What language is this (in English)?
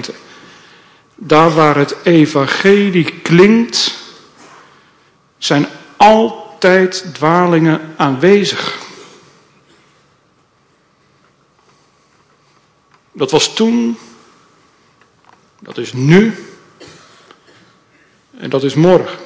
Dutch